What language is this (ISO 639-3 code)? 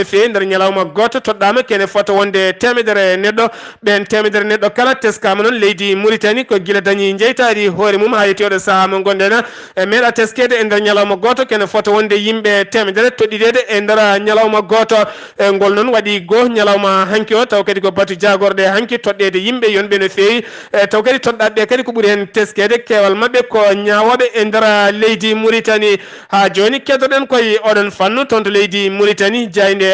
ful